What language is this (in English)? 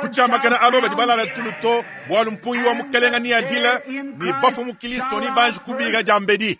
Luba-Lulua